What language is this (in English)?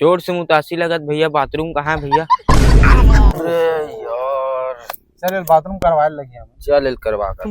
Chhattisgarhi